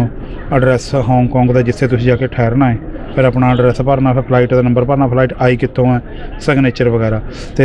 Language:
Punjabi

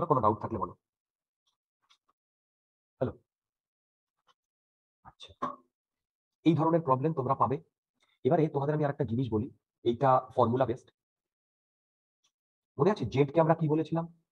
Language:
Bangla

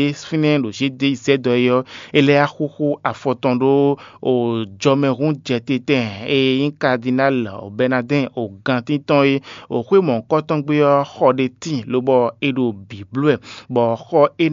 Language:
Fon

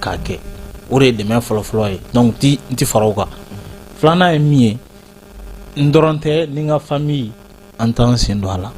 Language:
Bambara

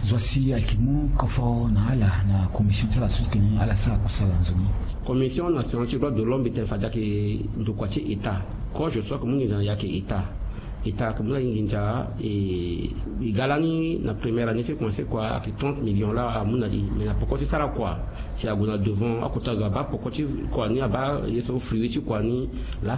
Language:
Sango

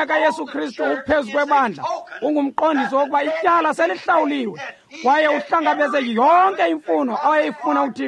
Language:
Xhosa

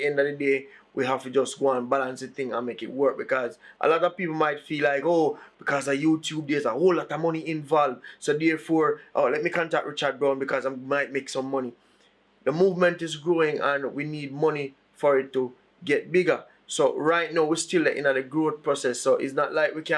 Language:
Jamaican Creole English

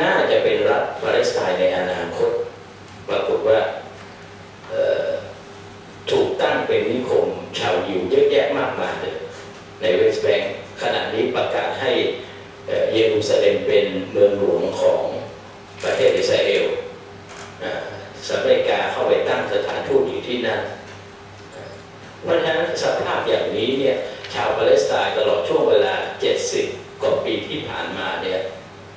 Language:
Thai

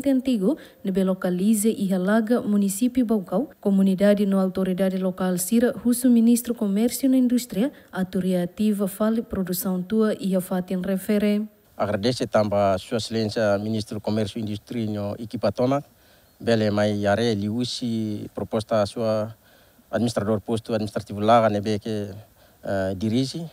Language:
Tetum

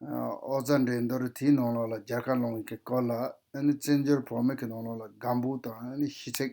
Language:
Tibetan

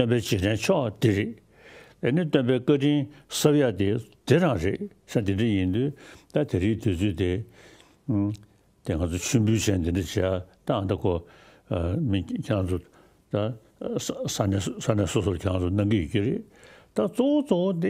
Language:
Tibetan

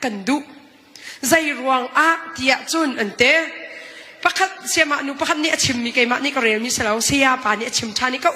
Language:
Hakha Chin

